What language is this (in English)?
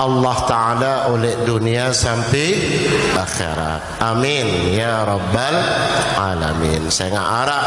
Sasak